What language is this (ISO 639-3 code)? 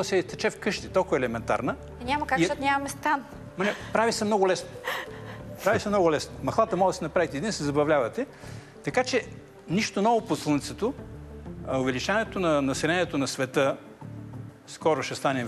bul